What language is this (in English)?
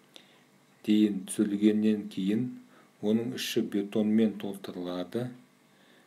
Kazakh